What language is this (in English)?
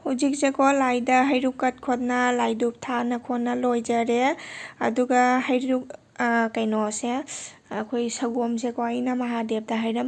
Manipuri